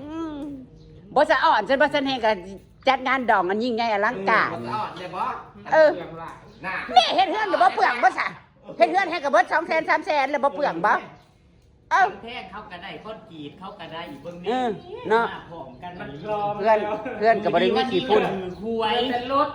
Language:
Northeastern Thai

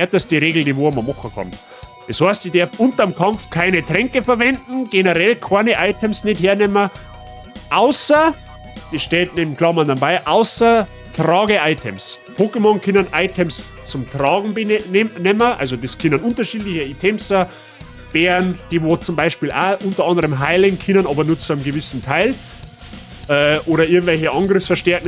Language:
Bavarian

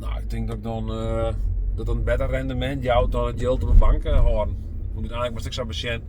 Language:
Western Frisian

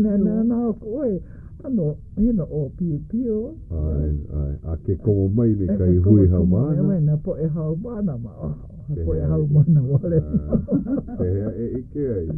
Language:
Hawaiian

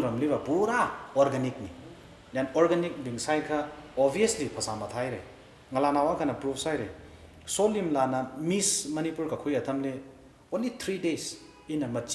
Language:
Tangkhul Naga (India)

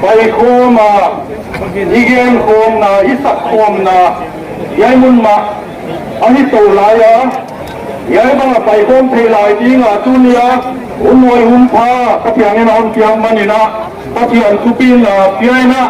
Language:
Paite Chin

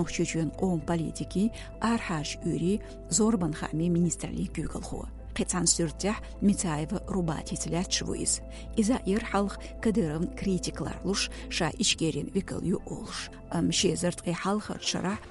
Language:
Chechen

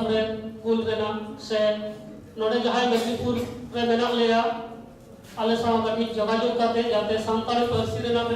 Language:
Santali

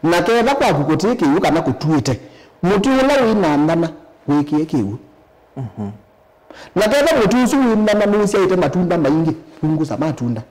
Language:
Kamba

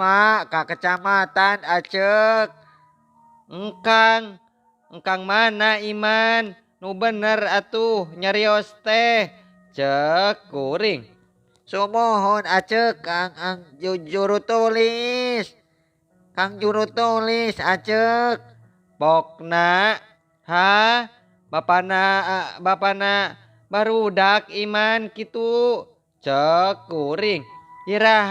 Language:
Sundanese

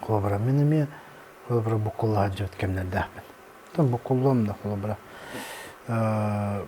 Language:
Yakut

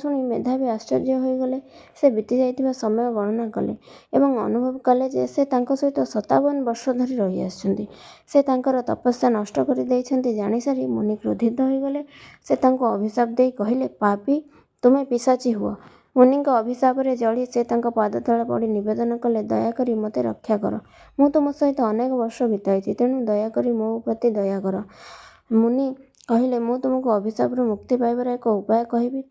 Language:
Odia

